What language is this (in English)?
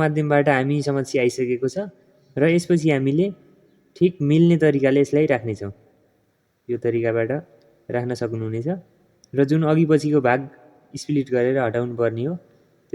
Nepali